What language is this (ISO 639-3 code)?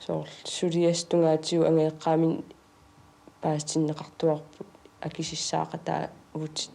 kal